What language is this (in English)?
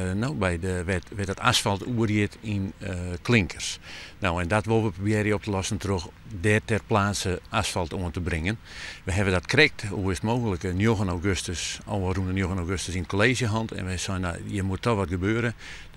Western Frisian